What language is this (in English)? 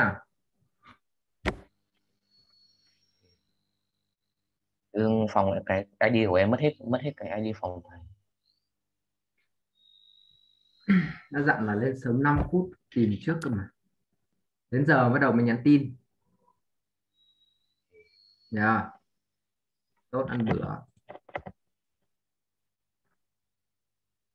Vietnamese